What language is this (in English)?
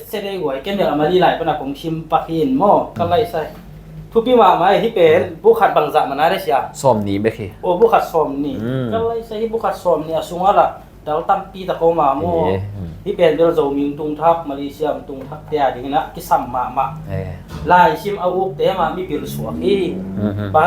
Tedim Chin